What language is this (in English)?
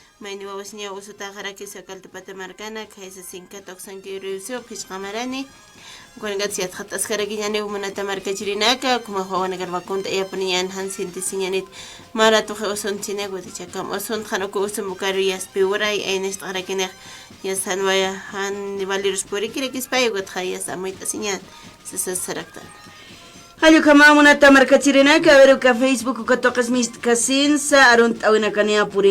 Aymara